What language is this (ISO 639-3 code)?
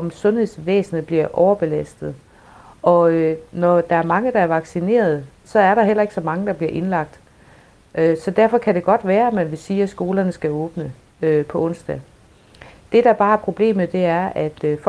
dan